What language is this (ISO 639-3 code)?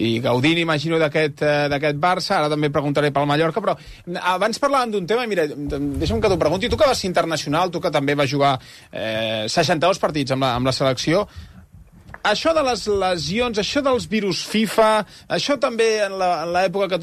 cat